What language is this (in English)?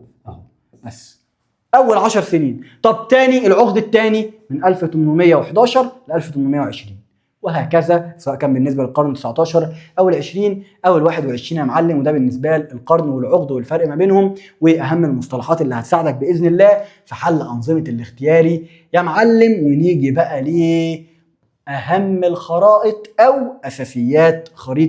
Egyptian Arabic